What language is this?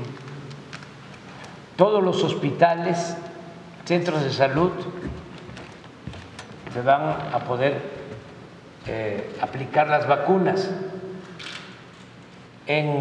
Spanish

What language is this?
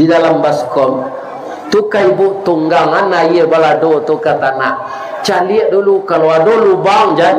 Minangkabau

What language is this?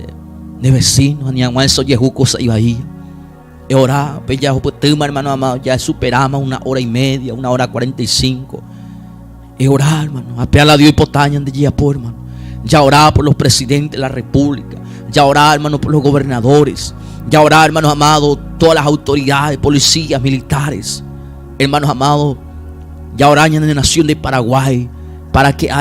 Guarani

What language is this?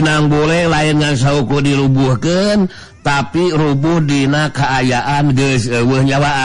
Sundanese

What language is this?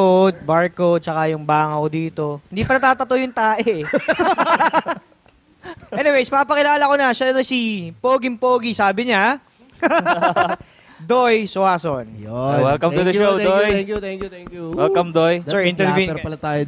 Filipino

